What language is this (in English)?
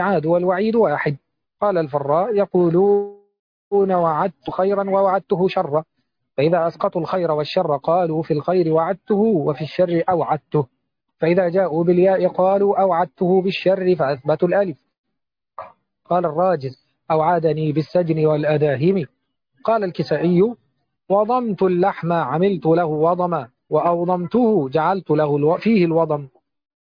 Arabic